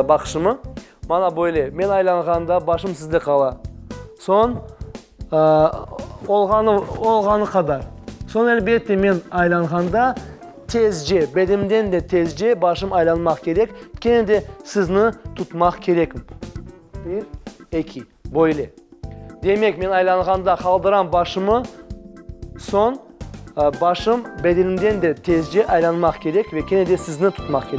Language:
Crimean Tatar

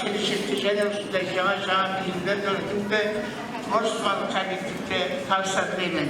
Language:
Kara-Kalpak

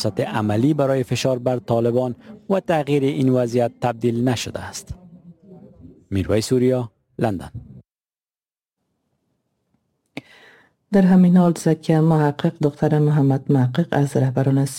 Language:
Persian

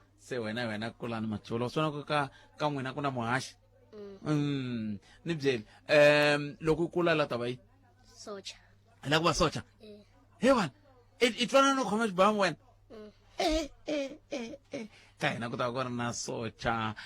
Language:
Tsonga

